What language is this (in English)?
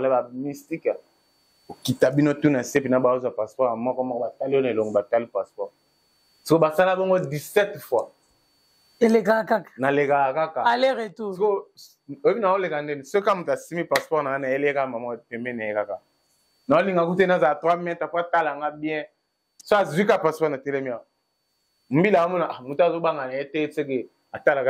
Lingala